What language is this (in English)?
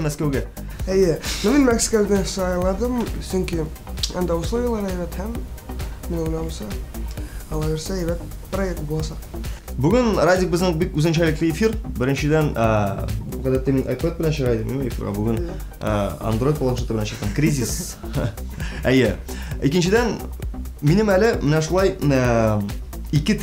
Tatar